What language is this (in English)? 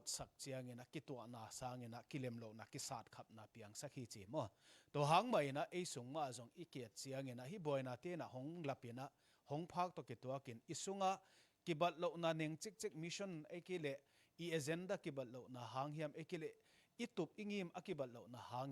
Tedim Chin